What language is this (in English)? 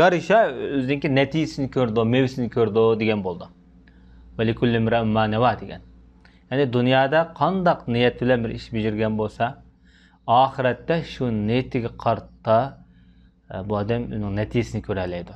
Uyghur